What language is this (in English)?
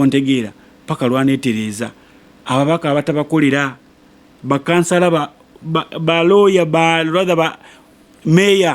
Ganda